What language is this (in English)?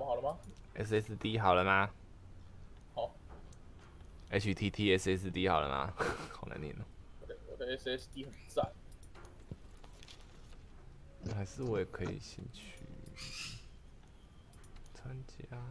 Chinese